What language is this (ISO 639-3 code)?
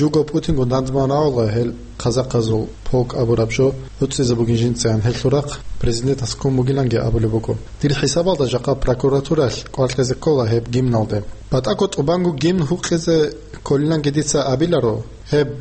ava